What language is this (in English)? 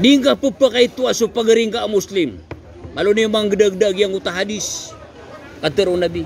Maranao